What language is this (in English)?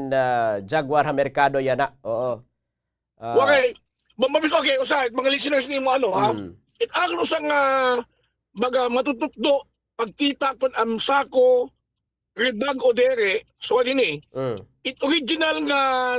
Waray